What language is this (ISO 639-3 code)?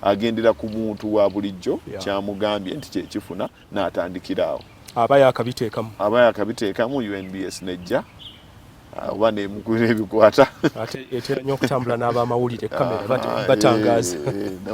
lug